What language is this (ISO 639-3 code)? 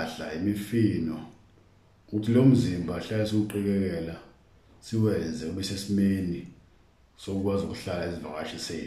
zul